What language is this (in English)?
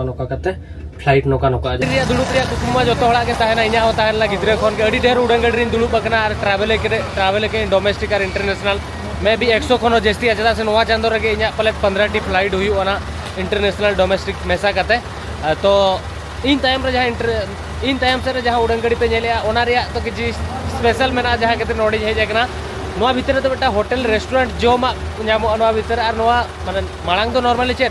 Santali